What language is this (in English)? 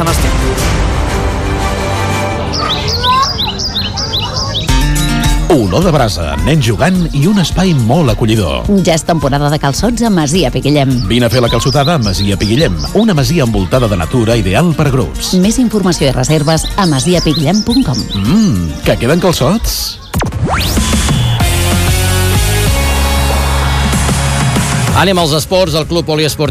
Catalan